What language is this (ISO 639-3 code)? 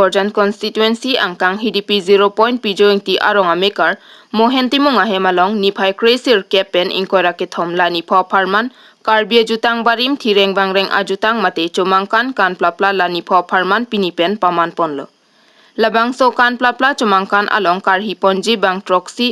mjw